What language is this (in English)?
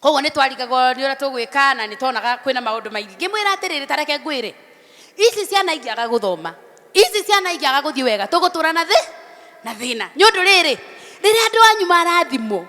Kikuyu